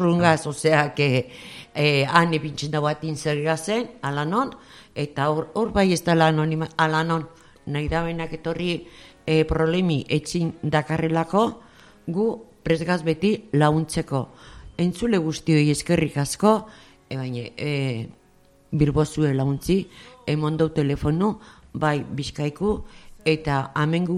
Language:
Basque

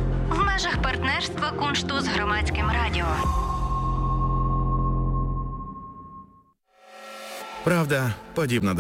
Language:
Ukrainian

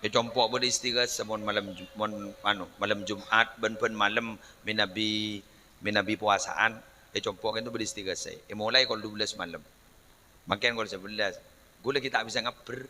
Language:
Madurese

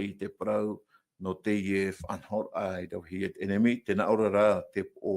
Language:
Tahitian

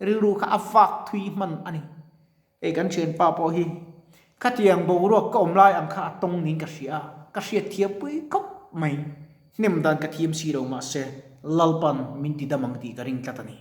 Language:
Mizo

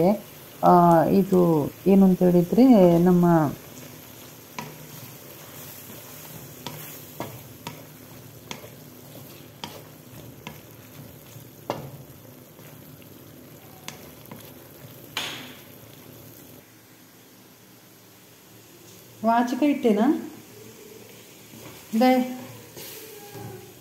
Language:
Kannada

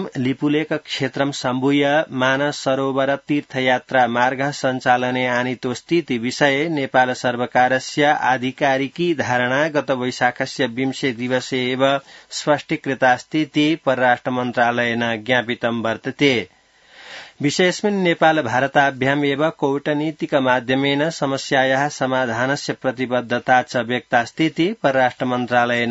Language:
Sanskrit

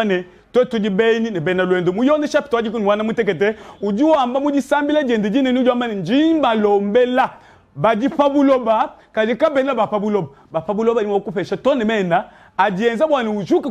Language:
Luba-Lulua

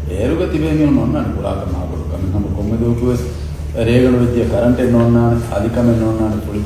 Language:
Divehi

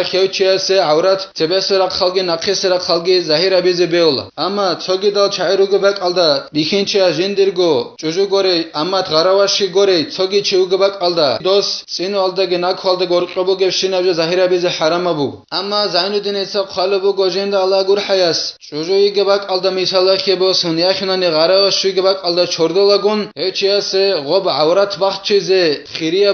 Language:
Avaric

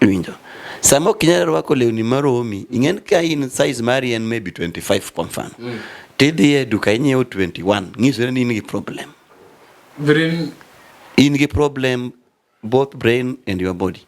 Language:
Luo (Kenya and Tanzania)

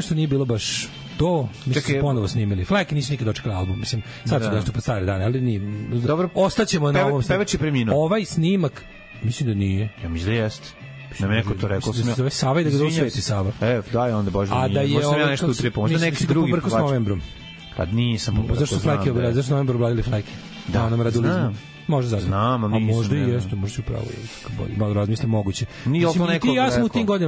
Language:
Serbian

